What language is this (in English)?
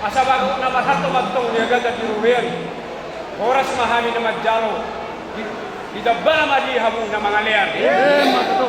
Batak Toba